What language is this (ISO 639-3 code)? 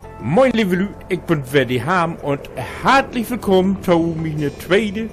nds